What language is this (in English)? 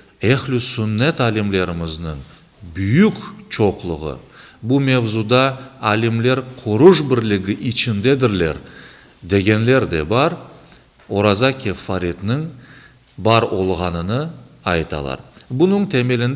Crimean Tatar